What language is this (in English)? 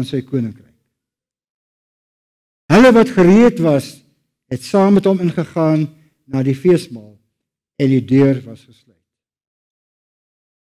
Afrikaans